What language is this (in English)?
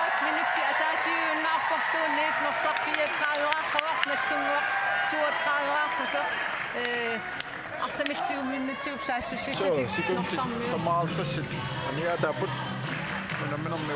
Kalaallisut